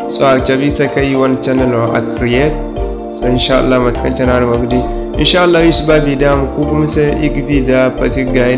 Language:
Zarma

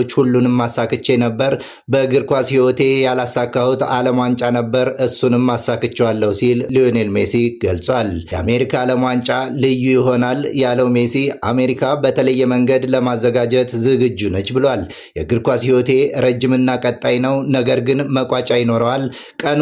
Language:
Amharic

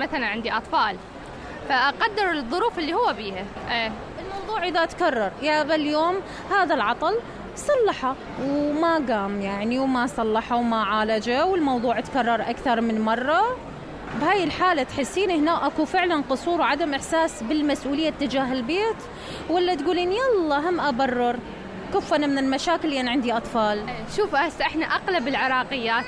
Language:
Mesopotamian Arabic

